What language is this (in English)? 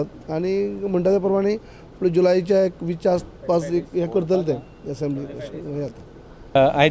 Konkani